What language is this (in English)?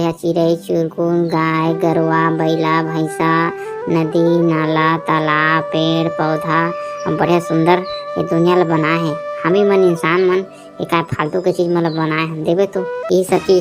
Chhattisgarhi